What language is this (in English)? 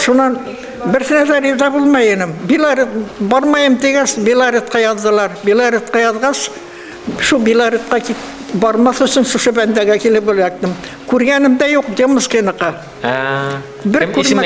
Bashkir